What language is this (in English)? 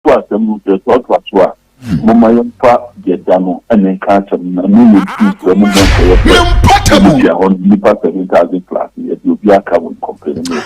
Akan